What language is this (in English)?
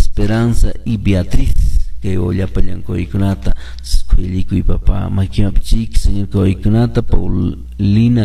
Quechua